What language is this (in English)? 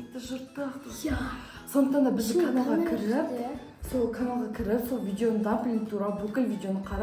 Kazakh